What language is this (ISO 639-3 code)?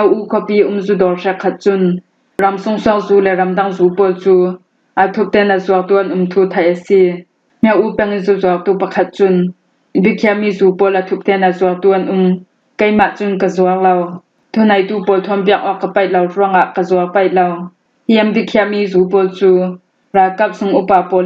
cfm